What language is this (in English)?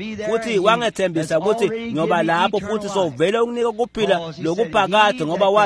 Swati